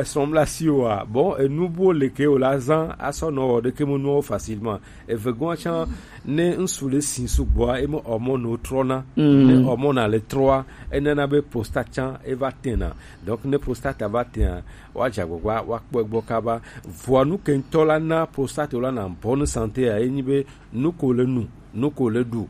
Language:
Gen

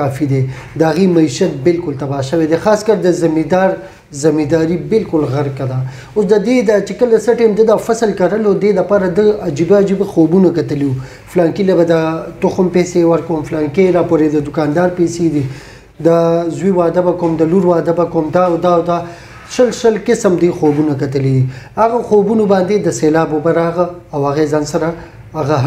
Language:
Pashto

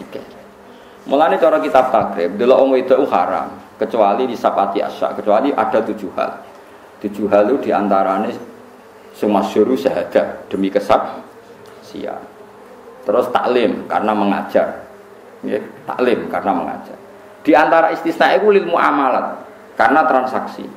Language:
Javanese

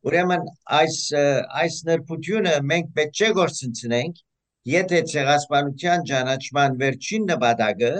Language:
Western Armenian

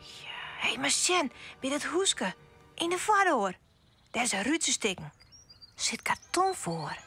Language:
Western Frisian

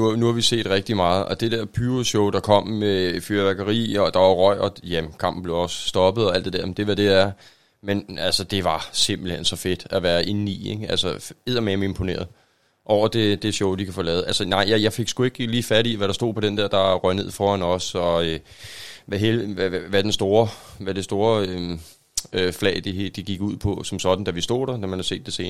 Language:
Danish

